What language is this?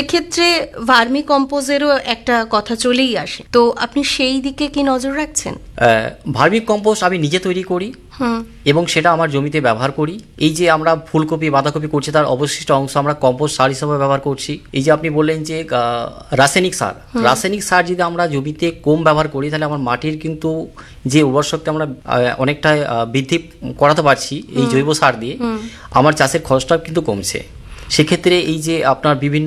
Bangla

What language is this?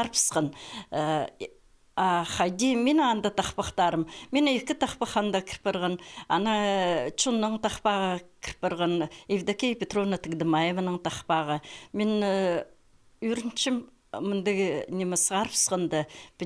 Khakas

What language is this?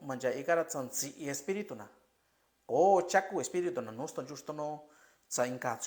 Mixtepec Mixtec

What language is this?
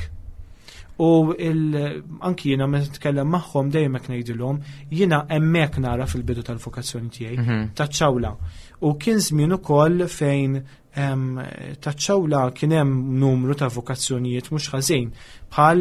Maltese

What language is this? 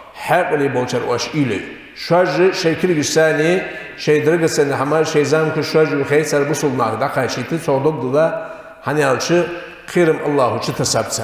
Ingush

